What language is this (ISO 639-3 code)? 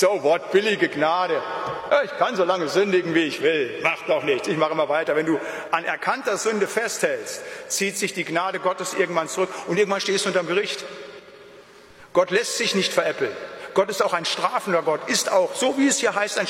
deu